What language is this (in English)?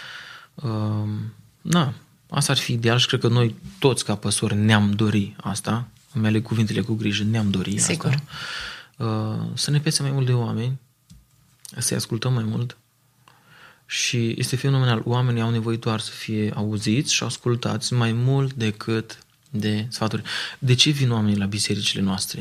Romanian